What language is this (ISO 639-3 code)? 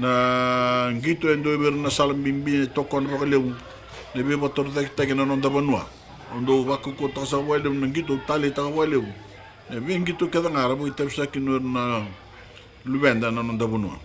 fij